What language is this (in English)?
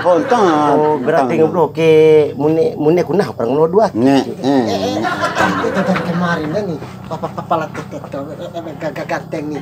Bima